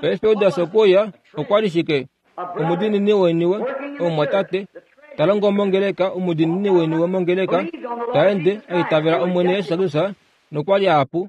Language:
Kuanyama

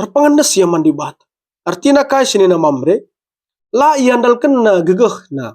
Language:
Batak Karo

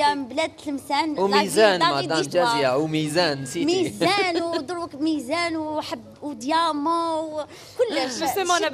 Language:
Algerian Arabic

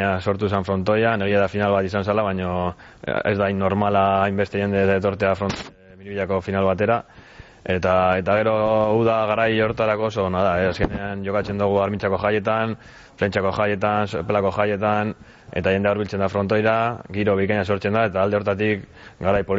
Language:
Basque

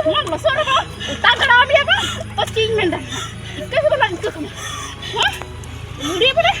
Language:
Santali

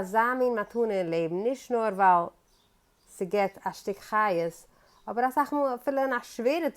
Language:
Yiddish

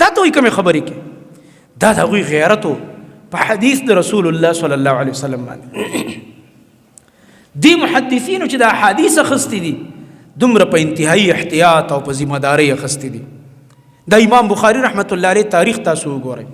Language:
Pashto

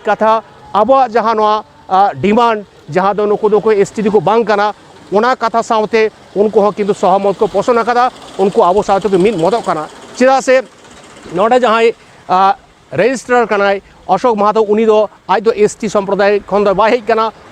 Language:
Santali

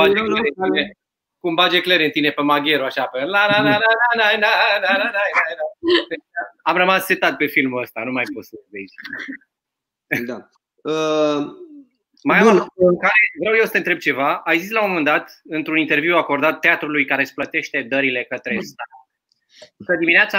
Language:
Romanian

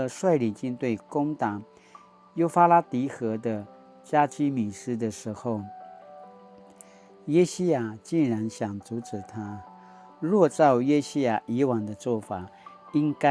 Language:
Paiwan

